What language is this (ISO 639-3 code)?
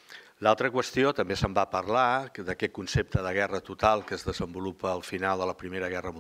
cat